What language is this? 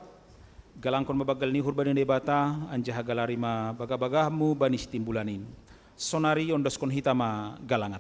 Batak Simalungun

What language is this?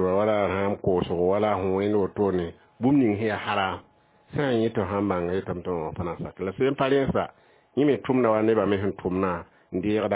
Mossi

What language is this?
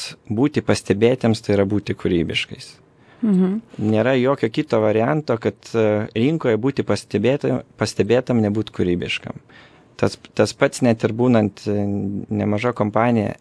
Lithuanian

